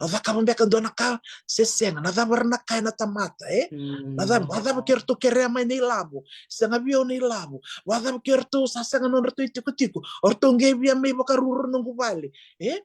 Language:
Fijian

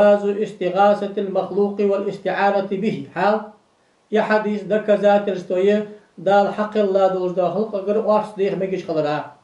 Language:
Ingush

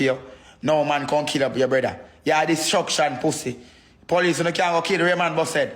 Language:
Jamaican Creole English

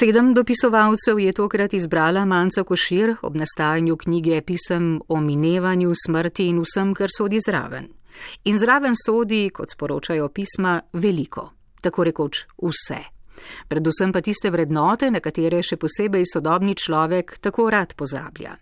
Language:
Slovenian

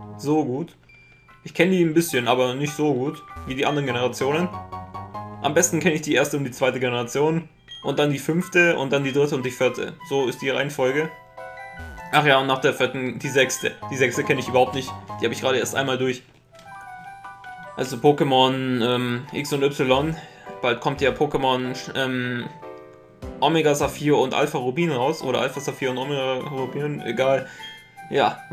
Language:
German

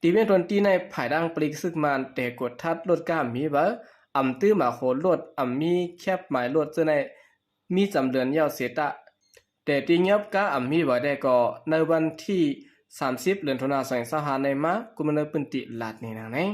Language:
Shan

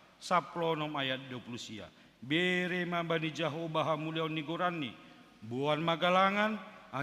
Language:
Batak Simalungun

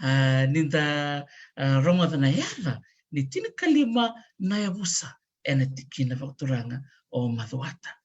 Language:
Fijian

